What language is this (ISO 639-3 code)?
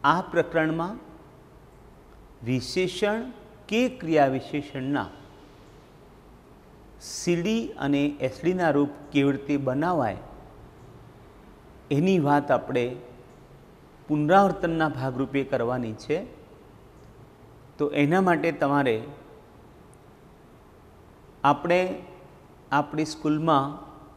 guj